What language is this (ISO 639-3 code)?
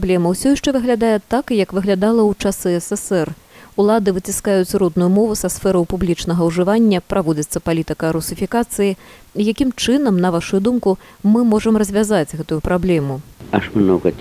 bel